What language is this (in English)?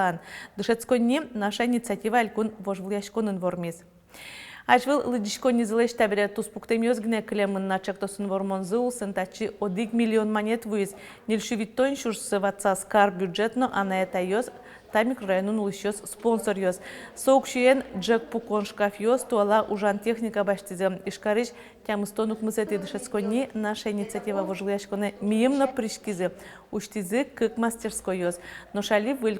Udmurt